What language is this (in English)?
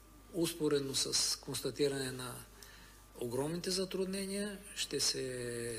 Bulgarian